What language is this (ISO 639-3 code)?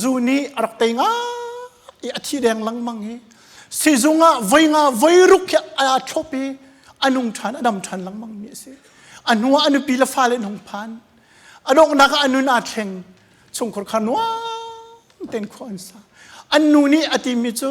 cnh